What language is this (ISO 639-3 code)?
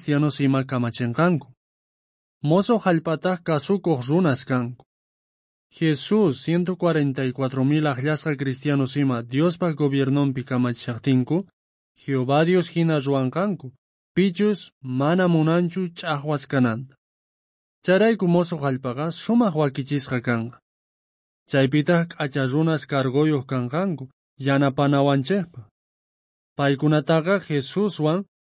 quh